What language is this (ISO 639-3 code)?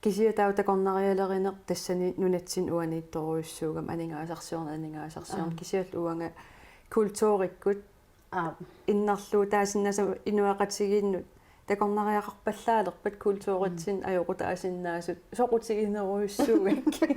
kal